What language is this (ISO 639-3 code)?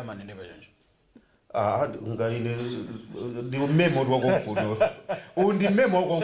nya